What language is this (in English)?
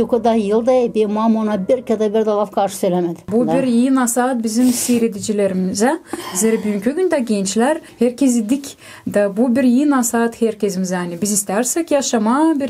Gagauz